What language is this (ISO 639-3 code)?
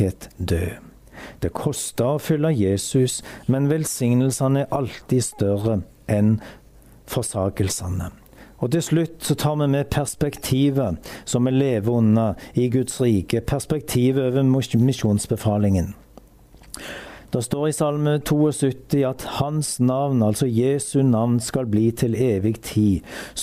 nor